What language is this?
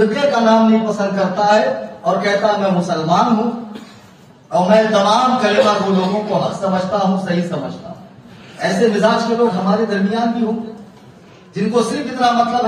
Urdu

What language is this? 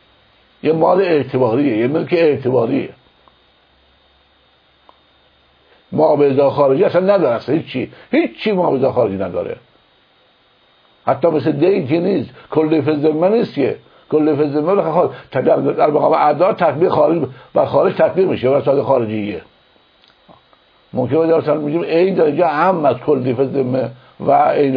Persian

